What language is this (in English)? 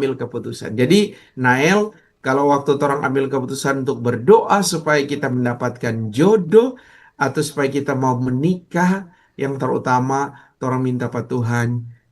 Manado Malay